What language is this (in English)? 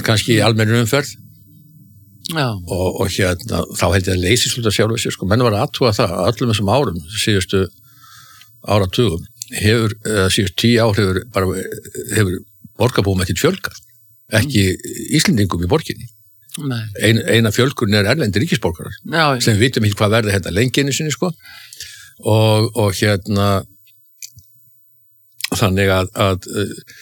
Icelandic